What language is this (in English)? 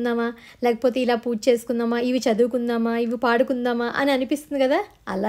Telugu